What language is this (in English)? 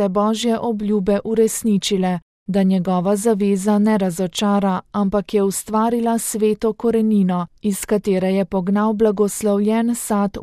Slovenian